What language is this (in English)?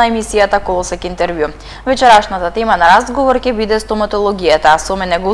Macedonian